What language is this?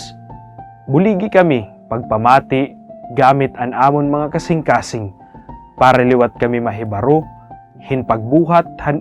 Waray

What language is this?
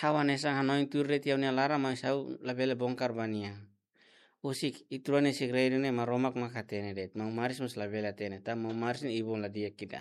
Tetum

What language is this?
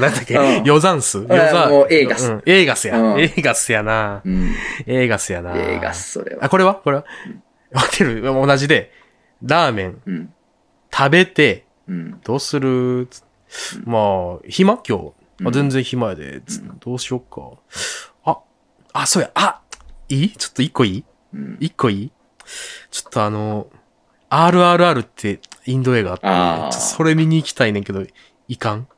Japanese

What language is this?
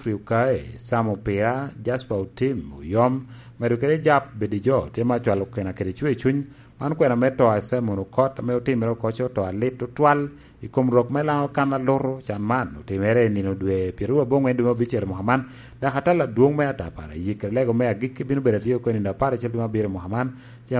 Lango (Uganda)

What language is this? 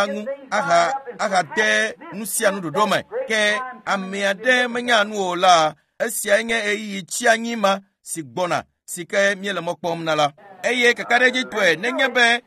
Ewe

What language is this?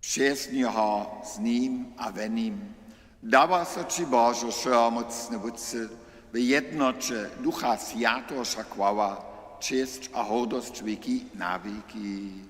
Upper Sorbian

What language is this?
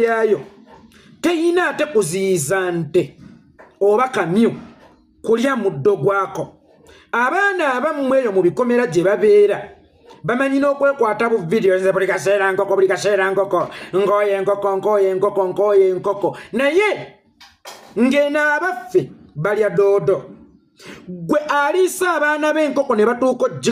Ganda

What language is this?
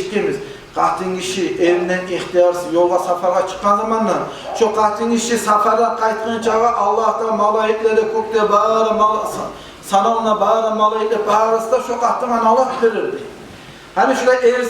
Kumyk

